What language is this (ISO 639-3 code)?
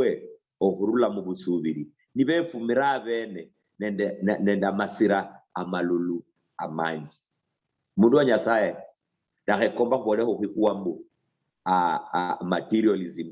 luy